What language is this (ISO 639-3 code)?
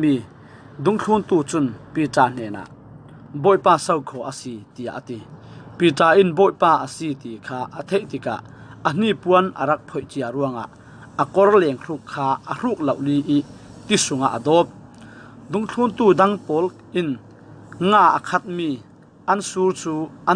cfm